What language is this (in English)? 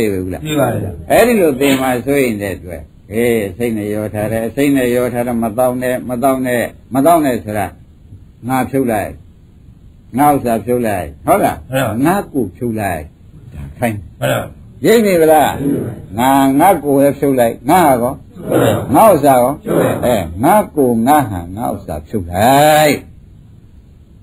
Burmese